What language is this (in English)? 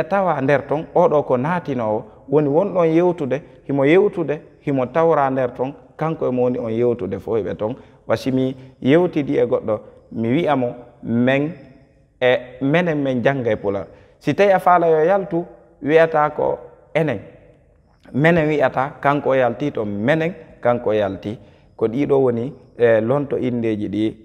Fula